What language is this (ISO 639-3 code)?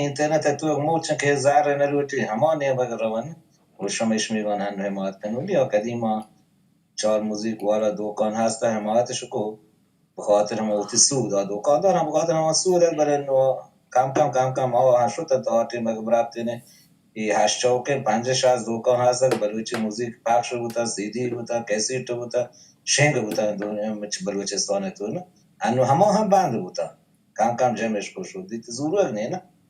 bal